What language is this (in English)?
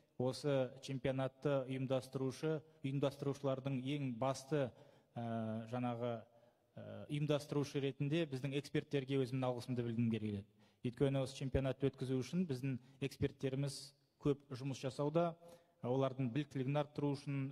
Kazakh